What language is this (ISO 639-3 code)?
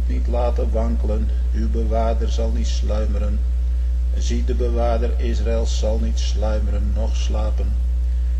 nld